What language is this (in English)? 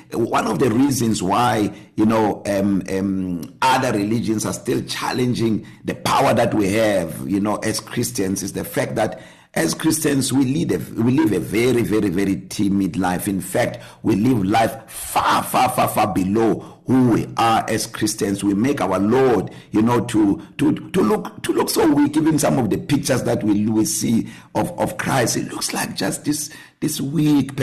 English